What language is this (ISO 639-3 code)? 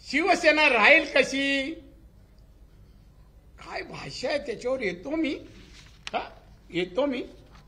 mar